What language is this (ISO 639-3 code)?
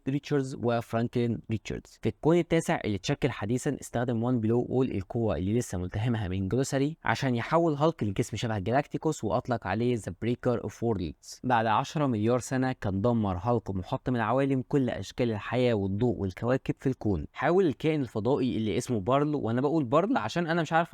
arz